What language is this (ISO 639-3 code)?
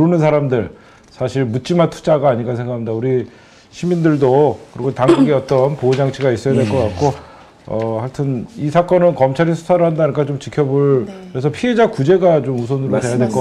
kor